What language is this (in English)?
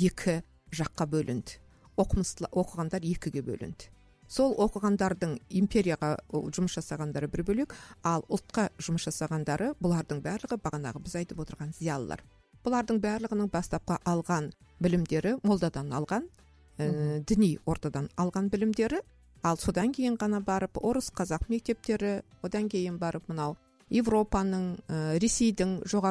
Kazakh